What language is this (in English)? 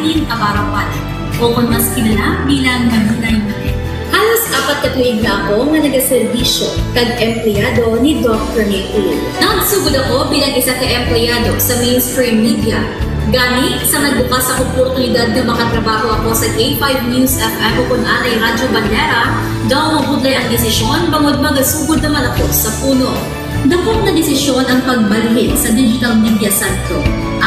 Hiligaynon